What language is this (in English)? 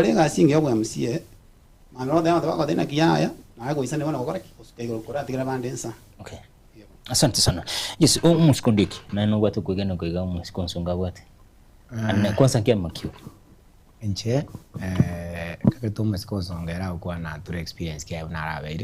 Gusii